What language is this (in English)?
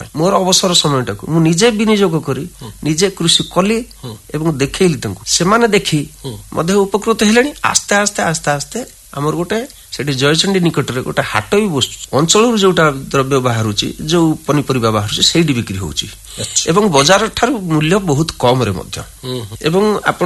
Odia